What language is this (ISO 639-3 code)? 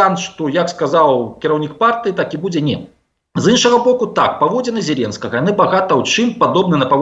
bel